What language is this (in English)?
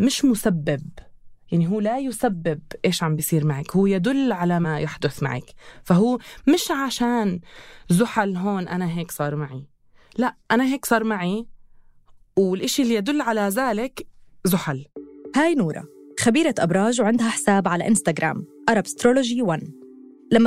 North Levantine Arabic